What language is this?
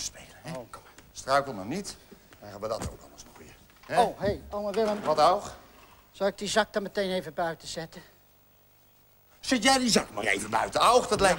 Dutch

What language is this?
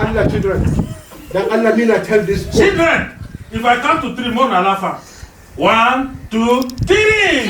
Nigerian Pidgin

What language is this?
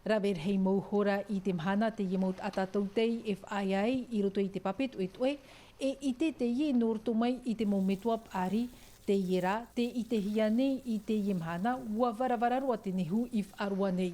Tahitian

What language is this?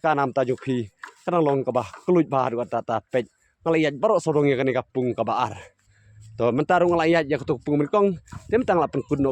Khasi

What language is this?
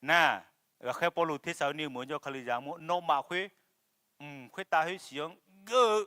Akha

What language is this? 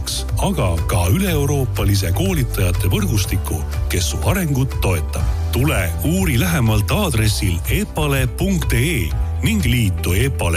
Estonian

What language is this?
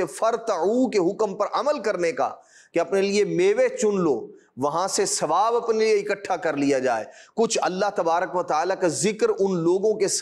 Urdu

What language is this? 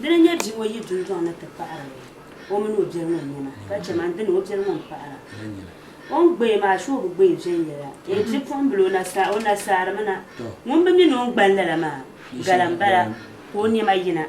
Dagbani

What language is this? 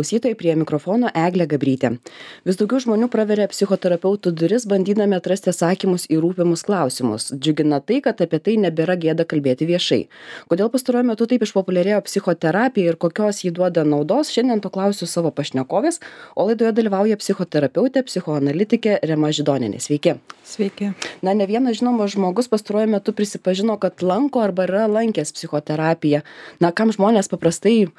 Lithuanian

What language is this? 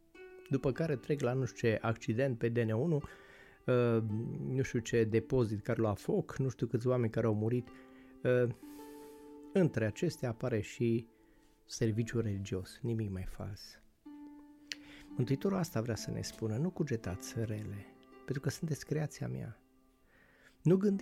Romanian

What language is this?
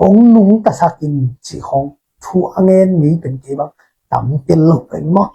Tedim Chin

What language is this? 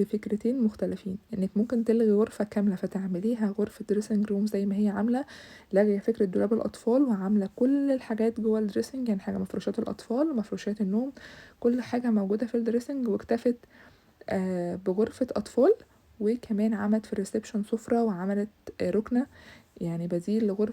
Egyptian Arabic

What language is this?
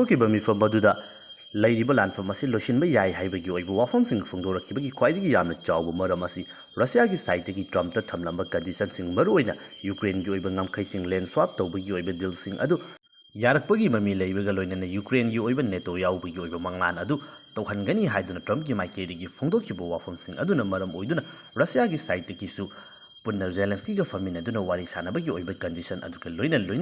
Manipuri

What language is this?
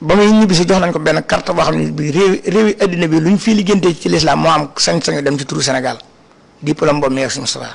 Wolof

